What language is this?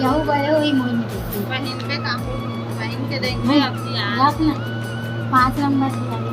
Chhattisgarhi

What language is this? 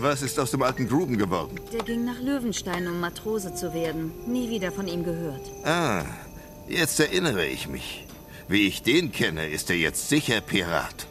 Swiss German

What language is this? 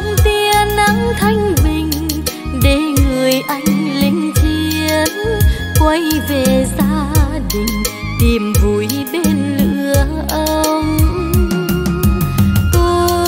Vietnamese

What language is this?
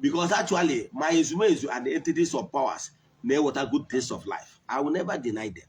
Igbo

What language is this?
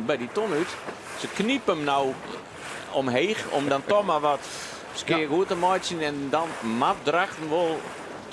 Western Frisian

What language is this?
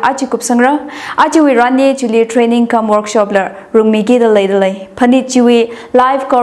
Tangkhul Naga (India)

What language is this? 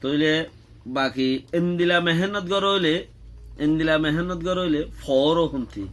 Rohingya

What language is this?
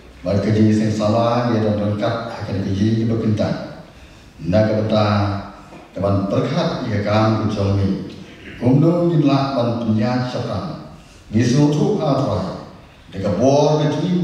Khasi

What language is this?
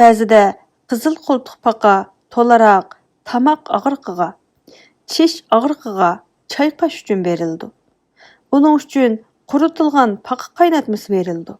Uyghur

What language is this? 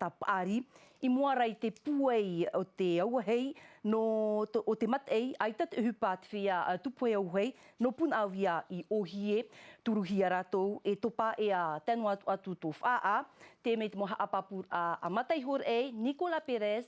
Tahitian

